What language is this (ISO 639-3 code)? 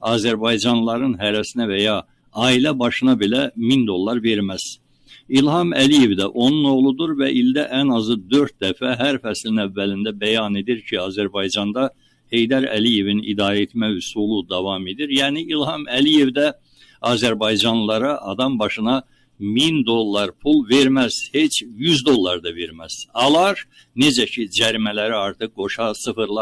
aze